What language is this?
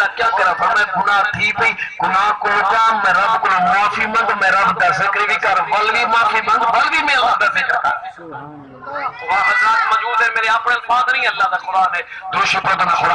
Saraiki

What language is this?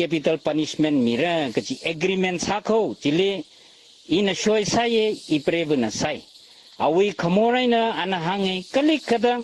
Tangkhul Naga (India)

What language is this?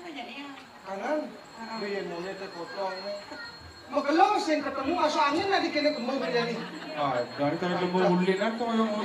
Balinese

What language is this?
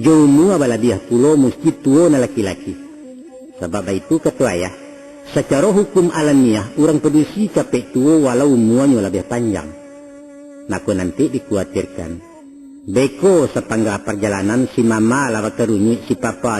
Minangkabau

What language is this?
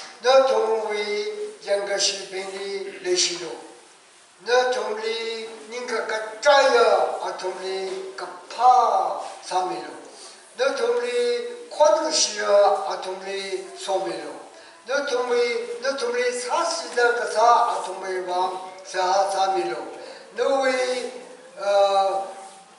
Tangkhul Naga (India)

